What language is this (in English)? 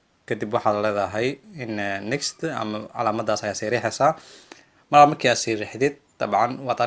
Somali